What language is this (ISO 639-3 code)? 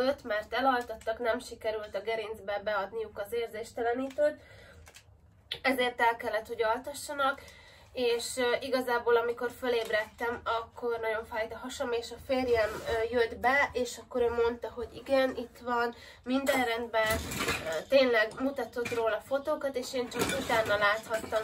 hun